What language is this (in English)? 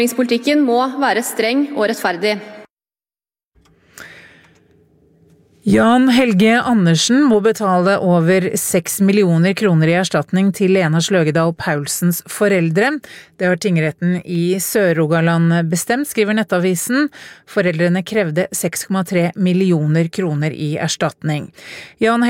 Norwegian